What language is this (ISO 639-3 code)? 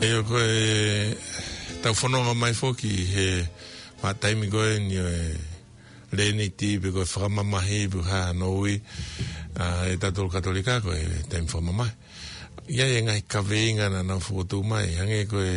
ton